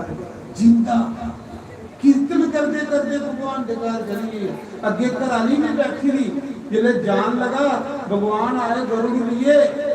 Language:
Dogri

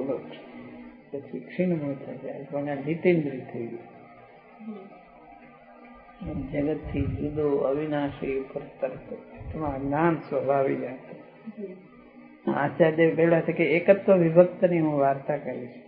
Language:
Gujarati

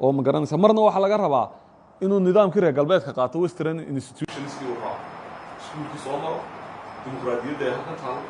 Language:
Somali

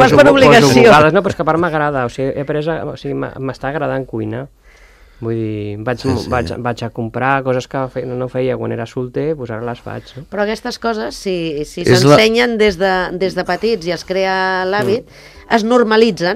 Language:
Catalan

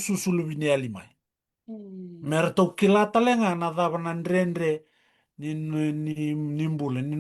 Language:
Fijian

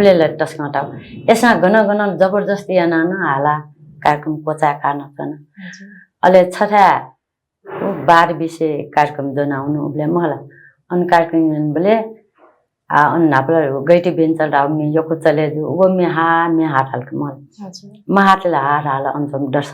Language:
Newari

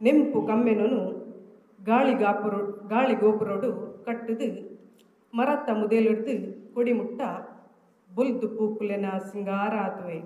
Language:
Tulu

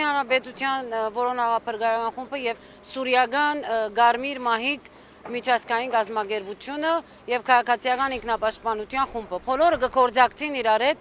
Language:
Armenian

